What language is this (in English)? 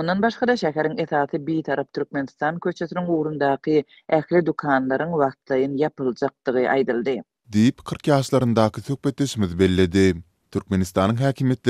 Turkmen